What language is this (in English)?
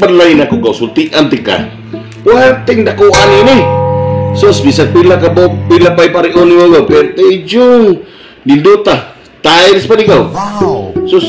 Cebuano